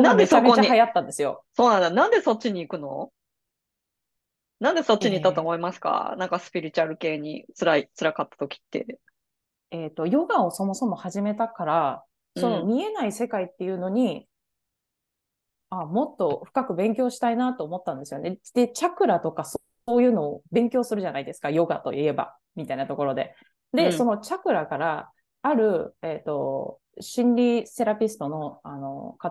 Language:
Japanese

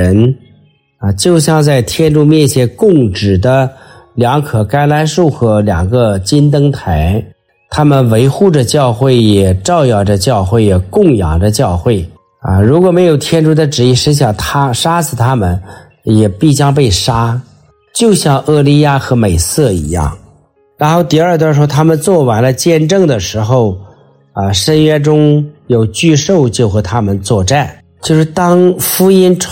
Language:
Chinese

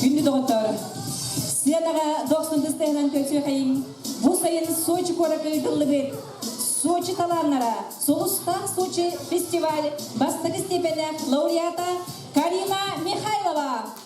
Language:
Yakut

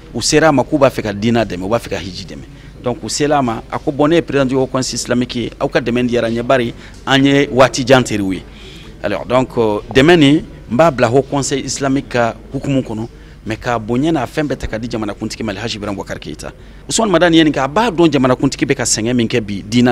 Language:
Bambara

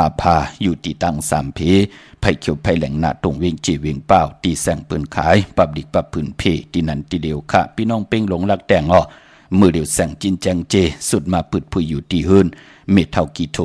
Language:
Shan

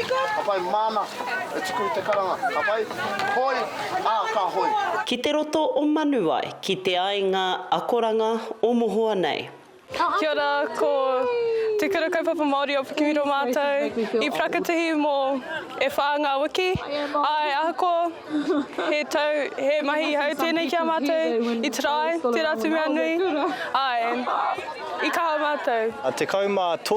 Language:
Māori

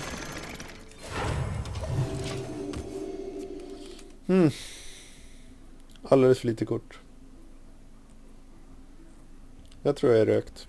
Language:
Swedish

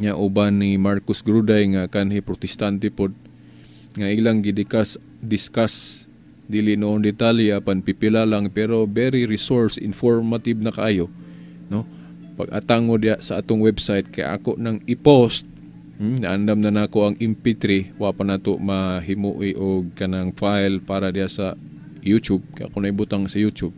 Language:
Cebuano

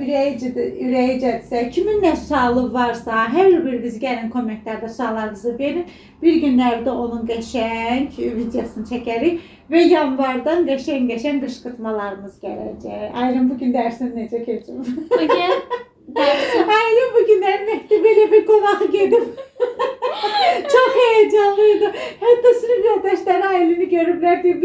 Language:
Azerbaijani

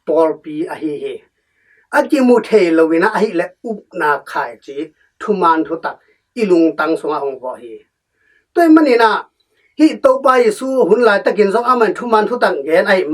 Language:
Tedim Chin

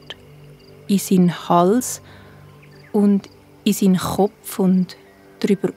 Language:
Swiss German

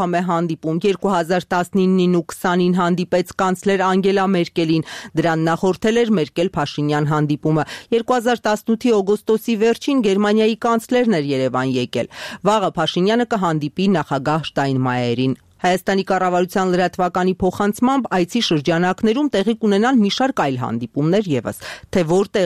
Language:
Armenian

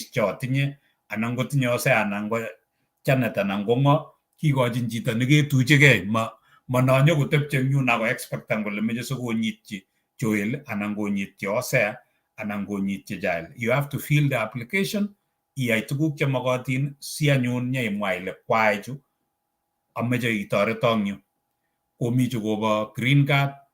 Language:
Kalenjin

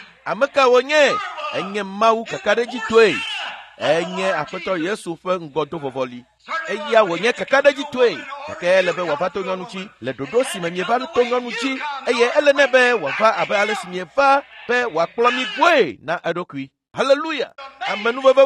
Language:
Ewe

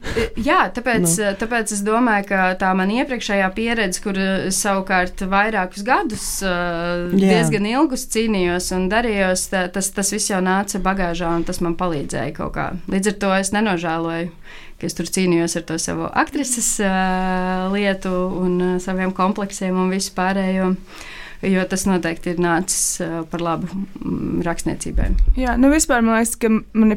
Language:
Latvian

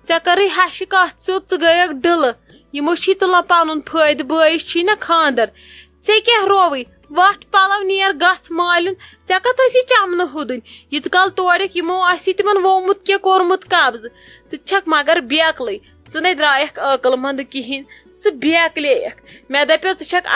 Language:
Kashmiri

